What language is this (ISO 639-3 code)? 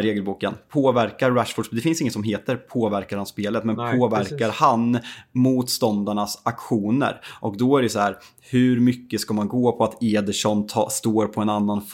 swe